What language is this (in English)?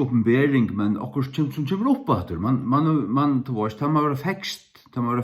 Faroese